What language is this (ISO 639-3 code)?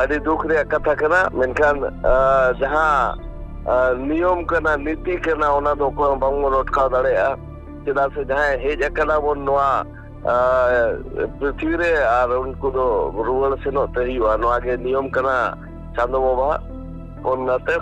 sat